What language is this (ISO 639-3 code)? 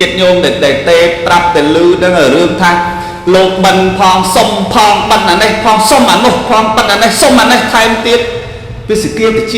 khm